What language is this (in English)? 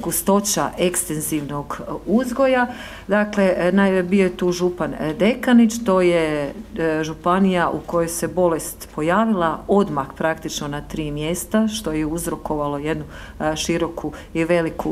Croatian